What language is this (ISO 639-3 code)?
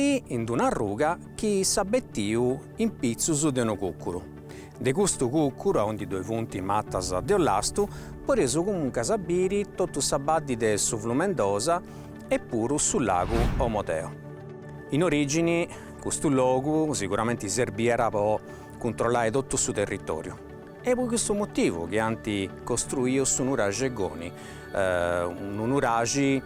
srd